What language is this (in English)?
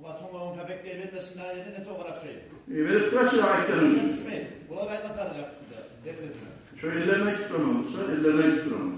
Kumyk